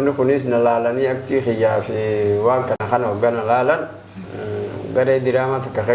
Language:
Oromo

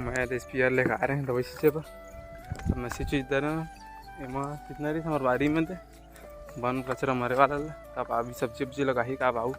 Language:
Chhattisgarhi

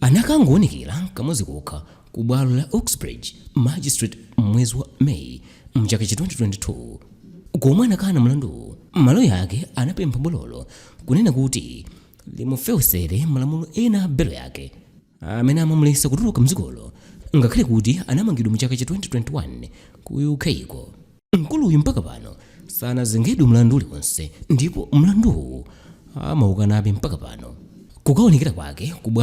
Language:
Nyanja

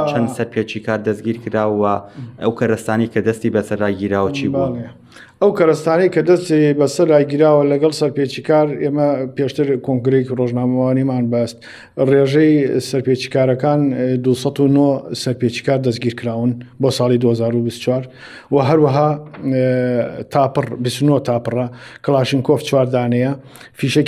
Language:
Central Kurdish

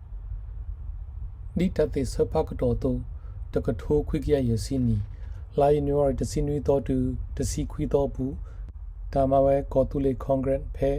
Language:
S'gaw Karen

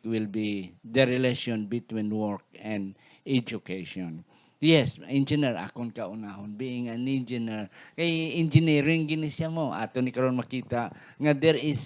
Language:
Hiligaynon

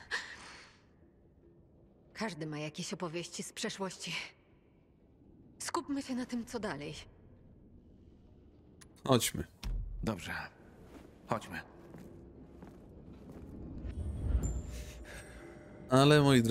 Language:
Polish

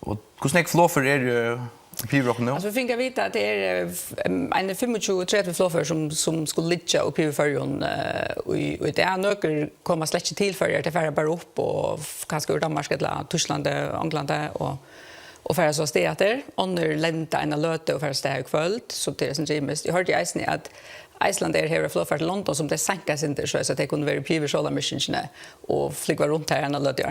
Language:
Faroese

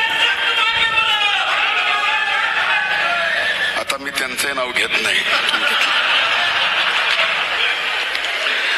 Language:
Marathi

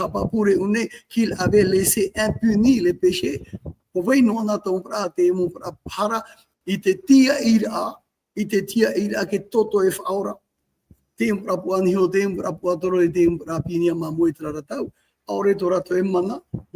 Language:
Tahitian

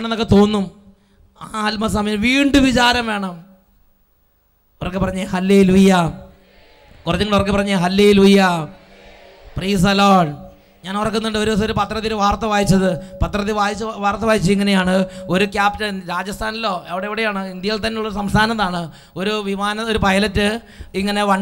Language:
Malayalam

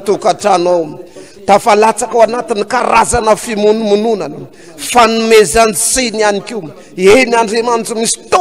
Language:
Malagasy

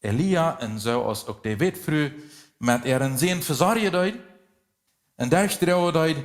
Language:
Plautdietsch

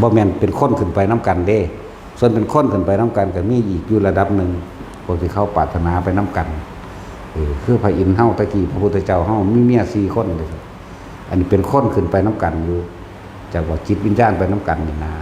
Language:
Northeastern Thai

